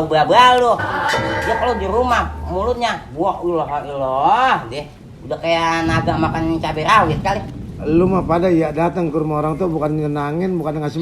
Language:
Betawi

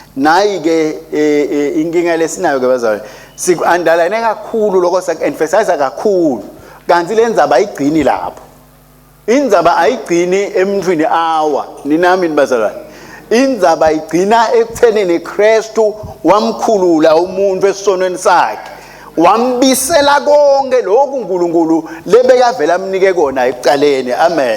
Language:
Swati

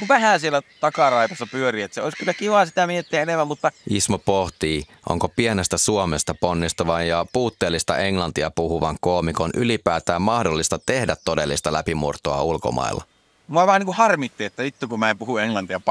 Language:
Finnish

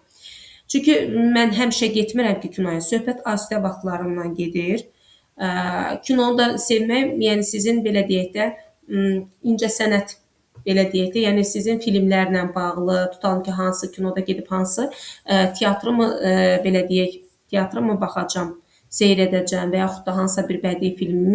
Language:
Azerbaijani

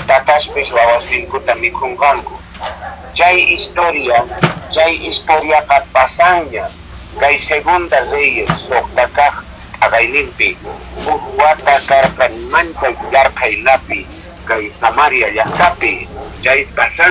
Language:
Quechua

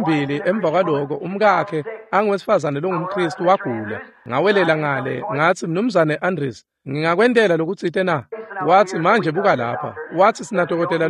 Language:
Swati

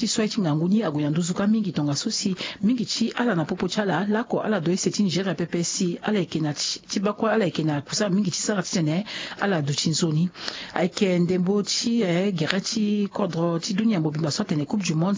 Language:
Sango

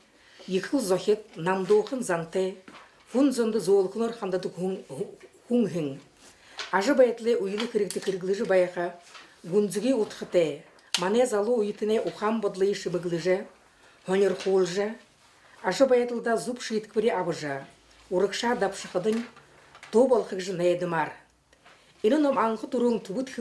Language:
Buriat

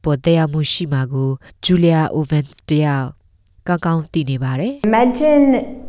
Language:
Burmese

